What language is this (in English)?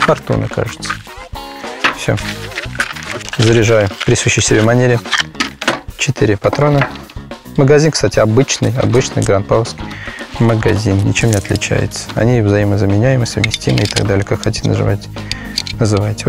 Russian